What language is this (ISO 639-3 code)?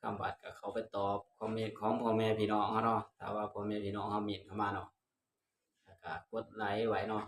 tts